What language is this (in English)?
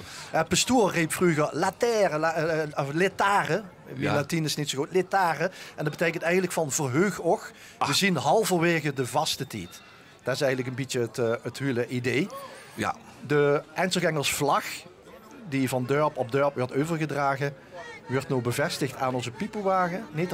Limburgish